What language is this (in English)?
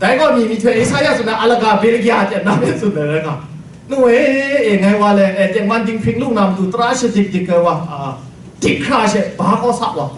Kachin